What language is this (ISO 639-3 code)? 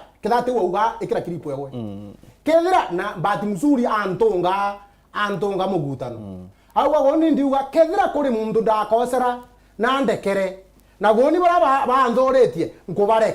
mer